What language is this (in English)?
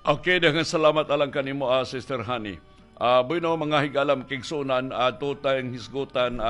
Cebuano